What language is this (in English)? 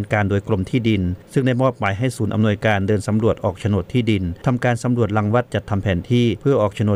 Thai